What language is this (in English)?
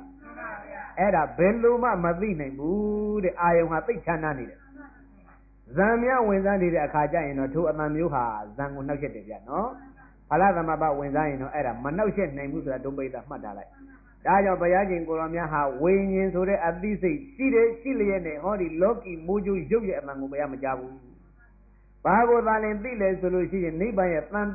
Burmese